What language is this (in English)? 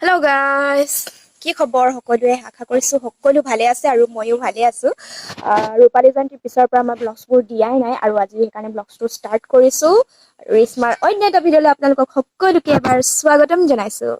Assamese